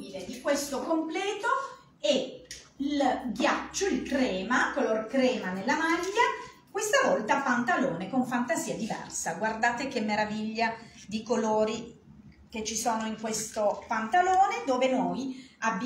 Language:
Italian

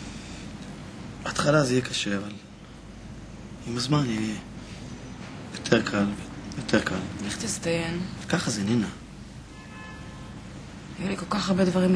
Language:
Hebrew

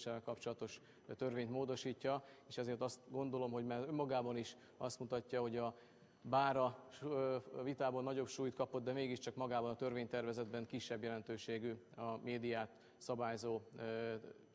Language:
Hungarian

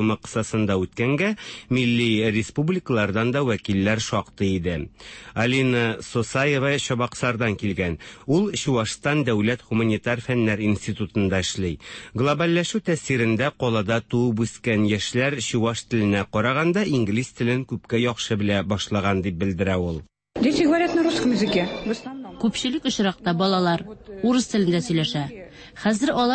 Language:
Tatar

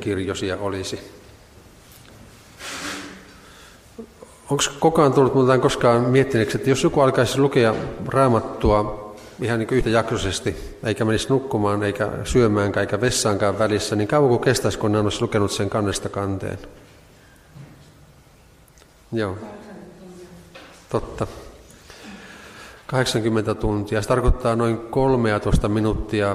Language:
Finnish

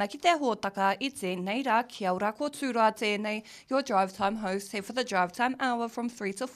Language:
Māori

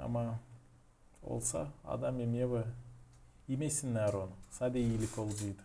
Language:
Gagauz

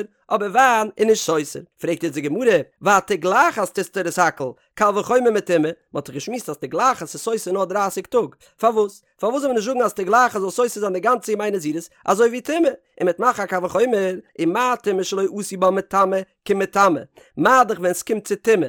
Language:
Yiddish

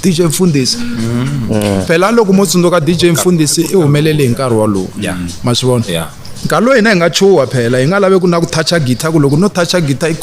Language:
Tsonga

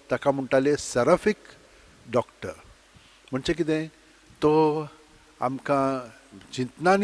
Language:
Konkani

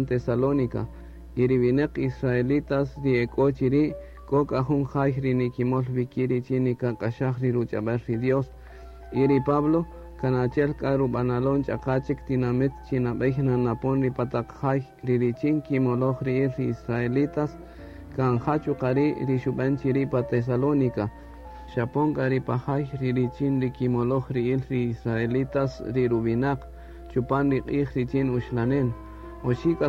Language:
Kaqchikel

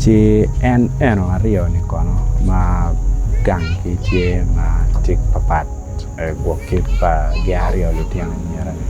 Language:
Acoli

